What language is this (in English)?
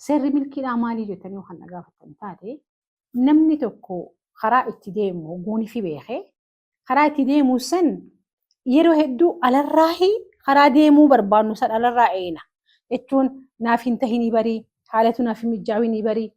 Oromo